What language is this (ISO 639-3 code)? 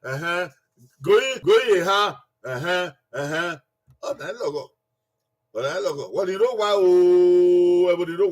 bin